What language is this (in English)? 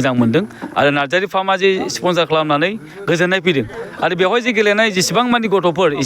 Bodo